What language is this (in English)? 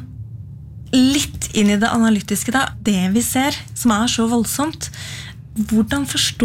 Norwegian